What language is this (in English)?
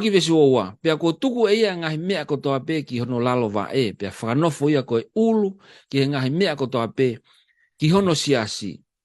Tongan